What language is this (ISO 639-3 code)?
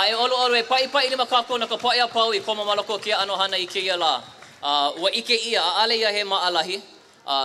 haw